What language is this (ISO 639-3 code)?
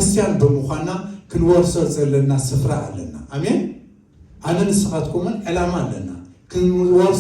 tir